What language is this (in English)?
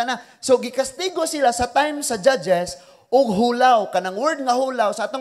Cebuano